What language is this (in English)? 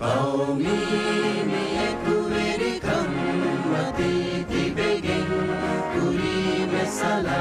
Divehi